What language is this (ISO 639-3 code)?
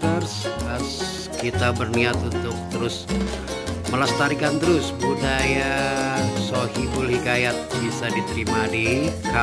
bew